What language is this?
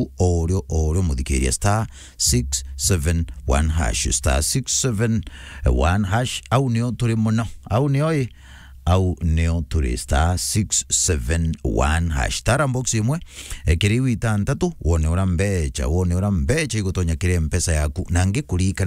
Meru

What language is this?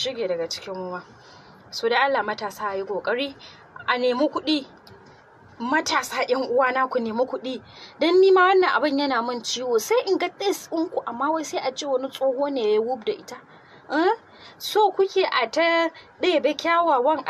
Hausa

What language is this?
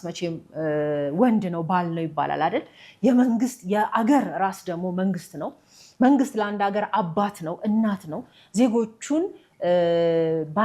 Amharic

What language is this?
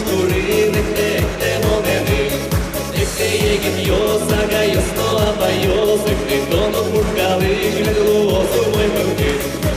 Udmurt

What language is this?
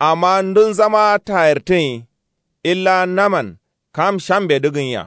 Kanuri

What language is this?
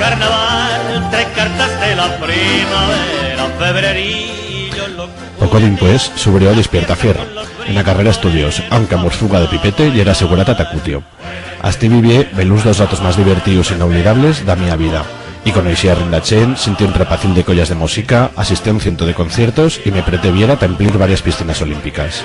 Aragonese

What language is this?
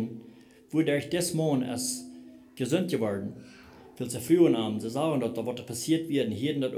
Plautdietsch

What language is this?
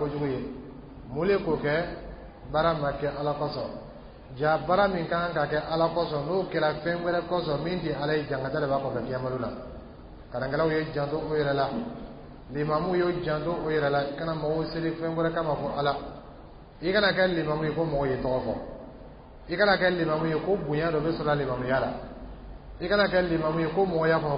Dyula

